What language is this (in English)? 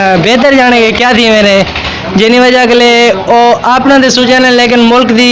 Saraiki